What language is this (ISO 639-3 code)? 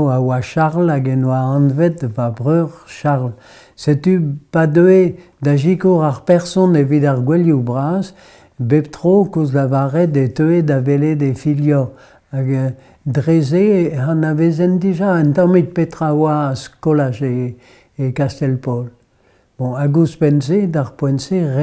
bre